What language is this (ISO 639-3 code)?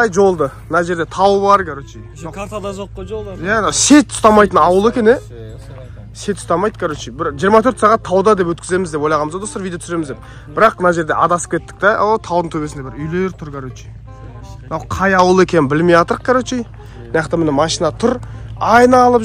kaz